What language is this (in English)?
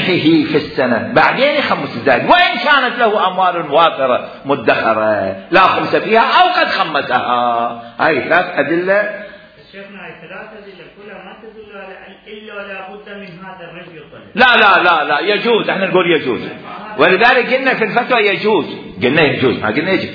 Mesopotamian Arabic